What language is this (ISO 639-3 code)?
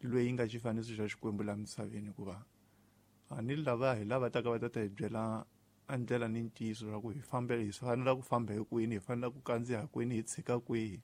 tso